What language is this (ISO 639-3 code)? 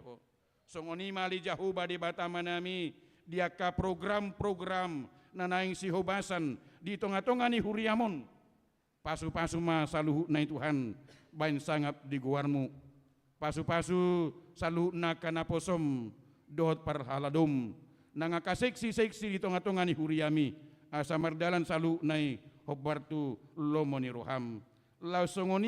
bbc